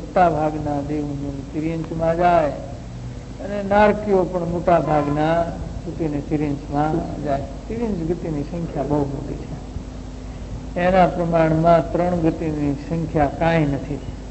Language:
Gujarati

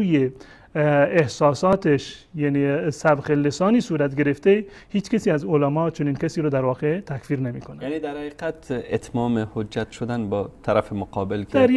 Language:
Persian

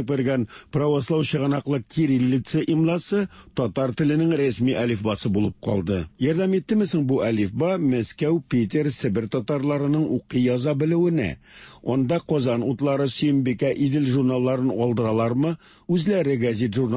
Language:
Tatar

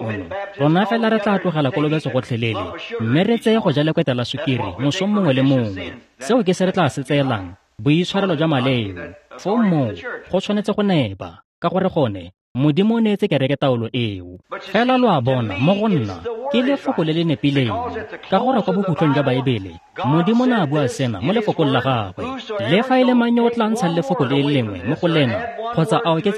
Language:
Tswana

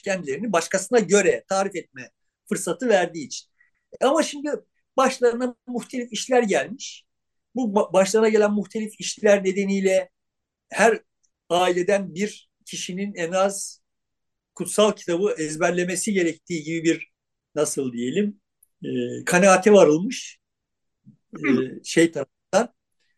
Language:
Turkish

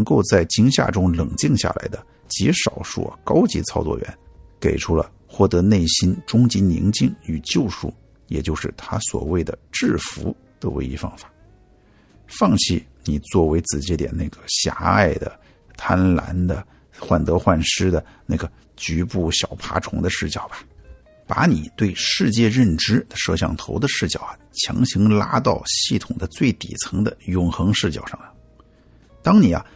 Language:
Chinese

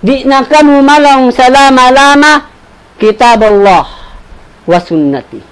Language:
Tausug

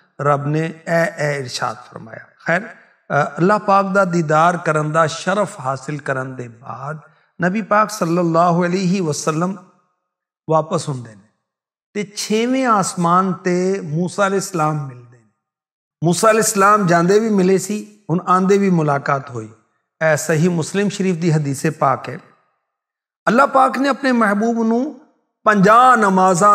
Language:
Western Panjabi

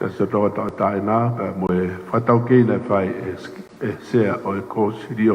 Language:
Tongan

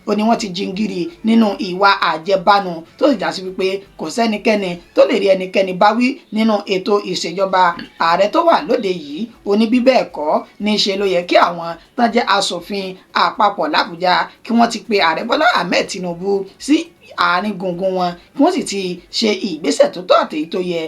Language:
Yoruba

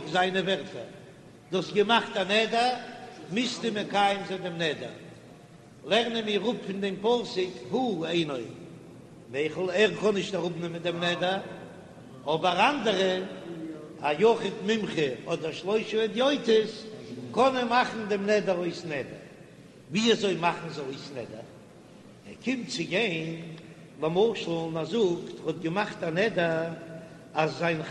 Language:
Yiddish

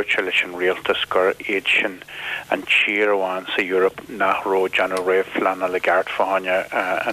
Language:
Irish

